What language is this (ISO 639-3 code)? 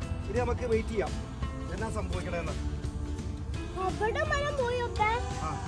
mal